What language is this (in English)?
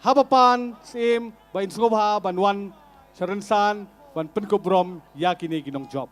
Khasi